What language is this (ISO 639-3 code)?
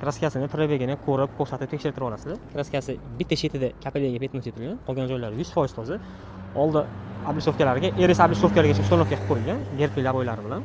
uzb